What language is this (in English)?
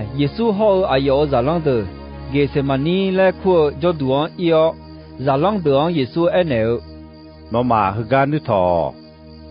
Akha